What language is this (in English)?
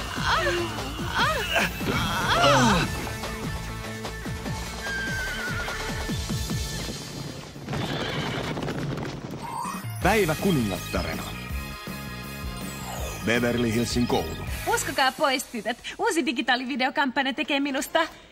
Finnish